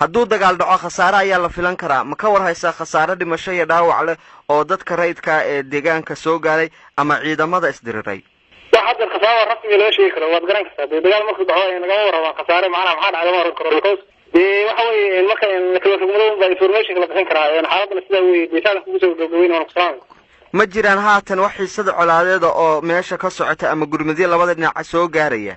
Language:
Somali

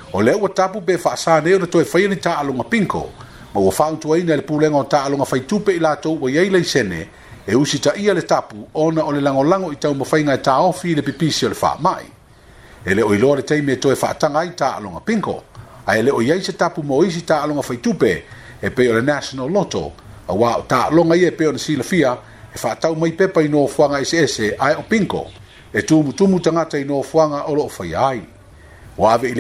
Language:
Samoan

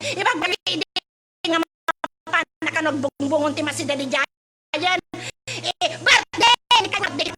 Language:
Iloko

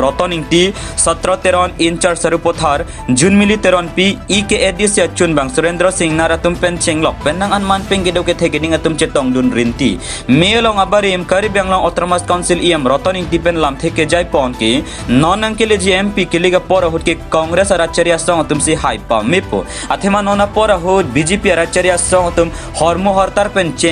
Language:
Karbi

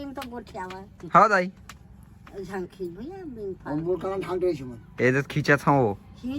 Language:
Chhattisgarhi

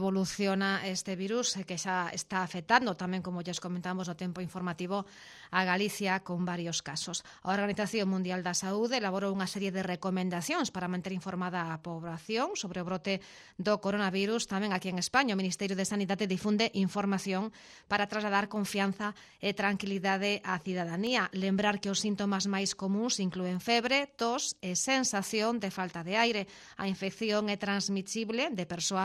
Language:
Galician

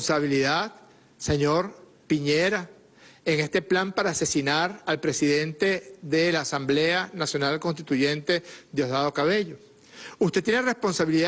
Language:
Spanish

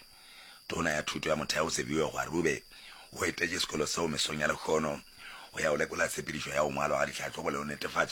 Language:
Northern Sotho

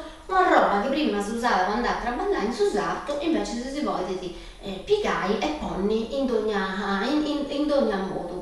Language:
Sardinian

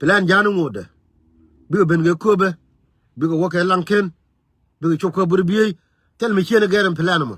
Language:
Nuer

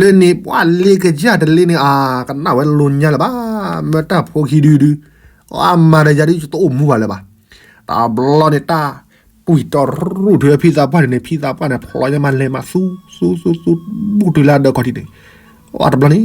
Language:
S'gaw Karen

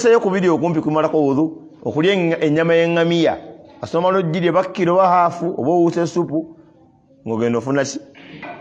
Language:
Ganda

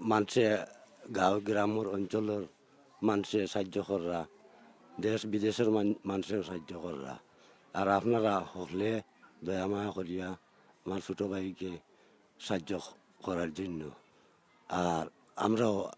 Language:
Sylheti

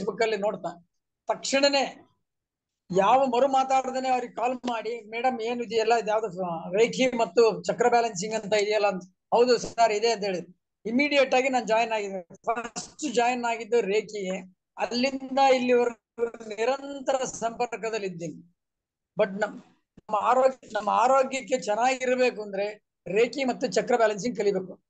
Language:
Kannada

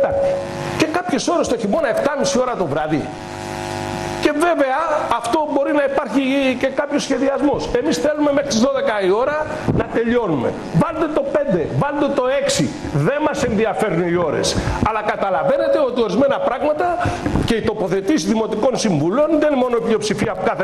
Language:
Greek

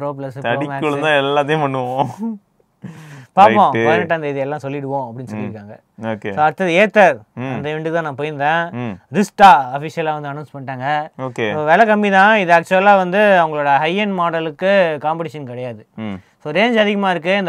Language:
Tamil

